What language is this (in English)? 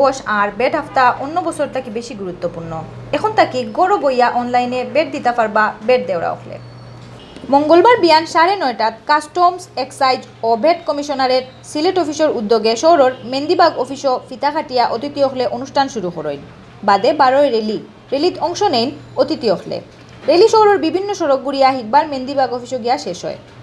Sylheti